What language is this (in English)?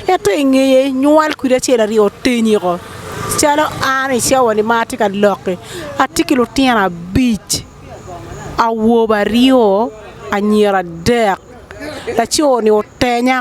Acoli